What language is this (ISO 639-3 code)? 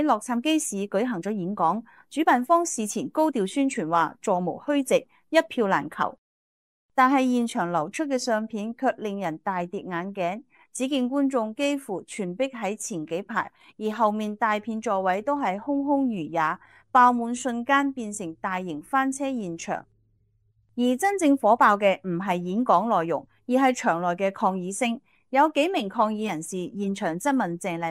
yue